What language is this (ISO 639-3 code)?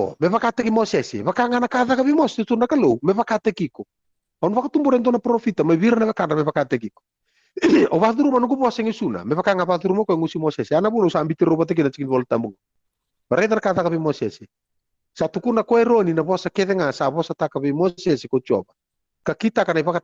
fij